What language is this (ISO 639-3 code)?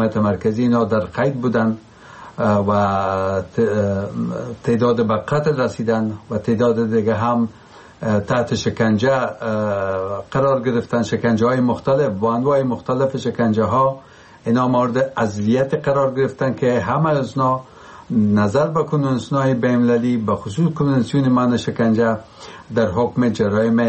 fas